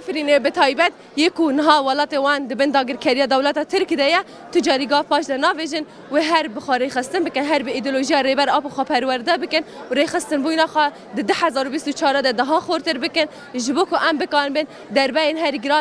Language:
Kurdish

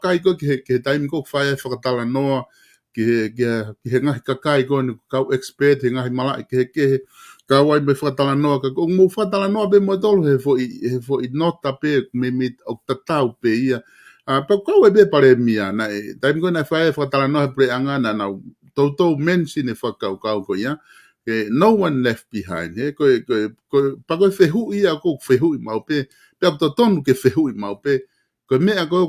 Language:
Tongan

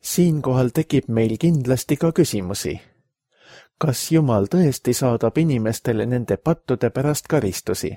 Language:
Estonian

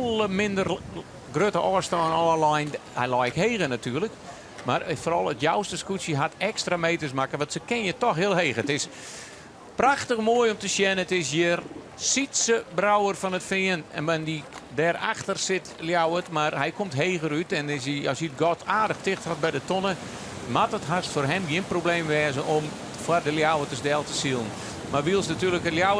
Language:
Western Frisian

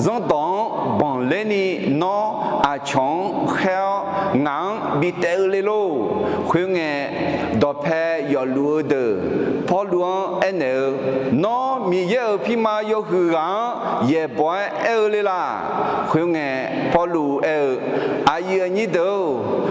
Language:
Akha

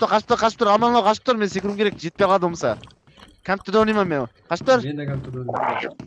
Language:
Kara-Kalpak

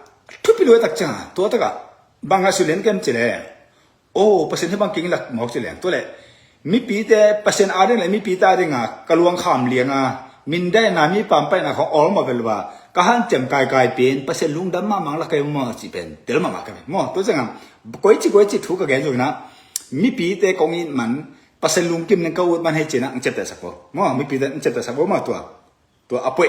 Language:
Tedim Chin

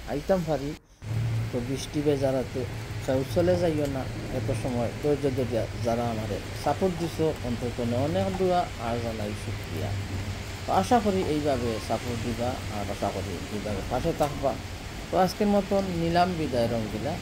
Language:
Sylheti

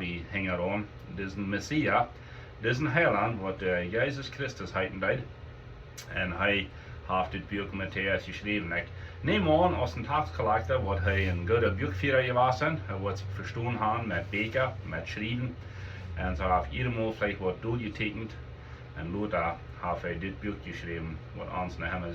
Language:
Plautdietsch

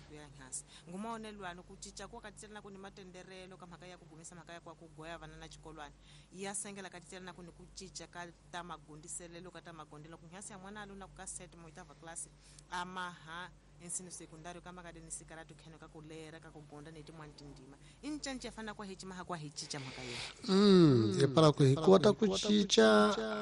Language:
Tsonga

